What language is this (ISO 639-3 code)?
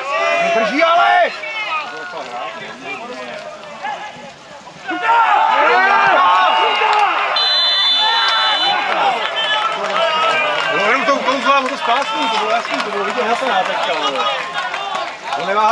ces